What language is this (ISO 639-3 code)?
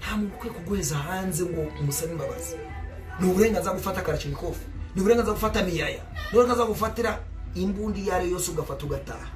kin